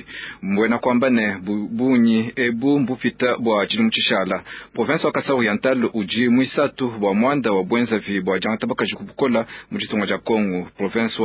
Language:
Luba-Lulua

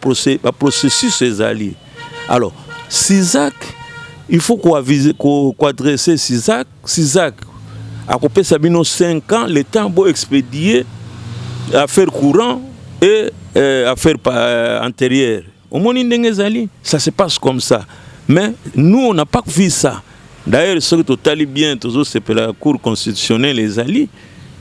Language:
Lingala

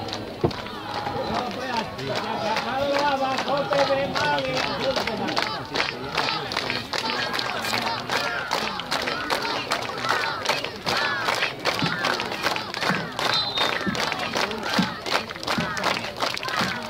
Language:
Finnish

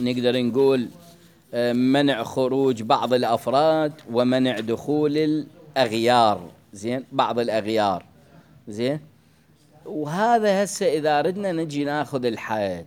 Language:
Mesopotamian Arabic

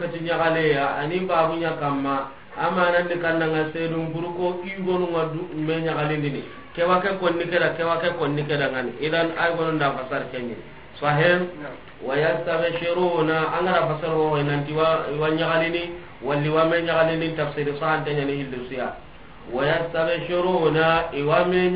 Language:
Soninke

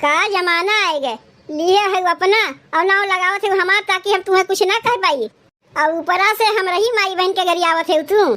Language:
Awadhi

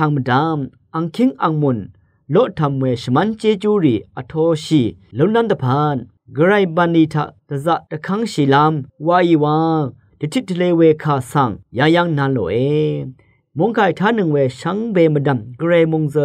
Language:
Rawang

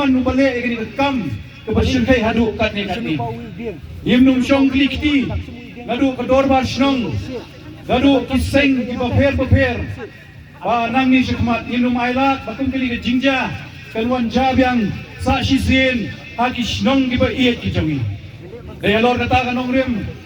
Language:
Khasi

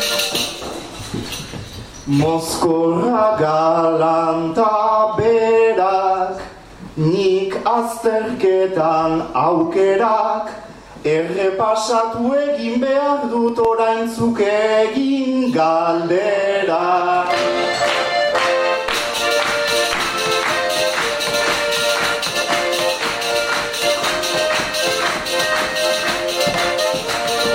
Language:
Basque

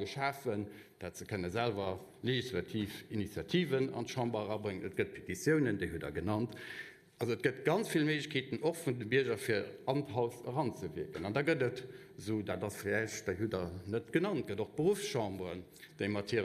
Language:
Luxembourgish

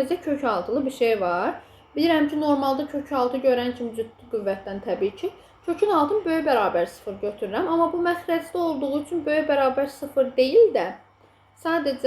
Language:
Azerbaijani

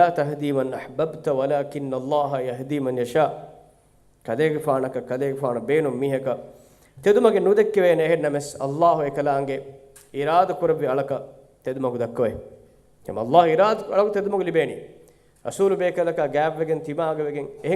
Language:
Divehi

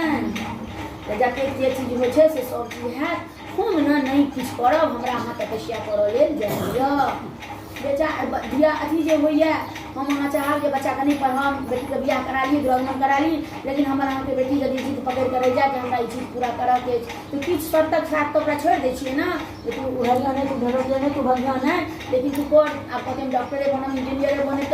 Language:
Maithili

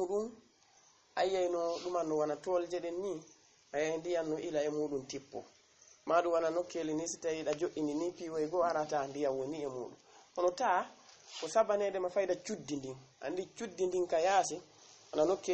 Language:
Fula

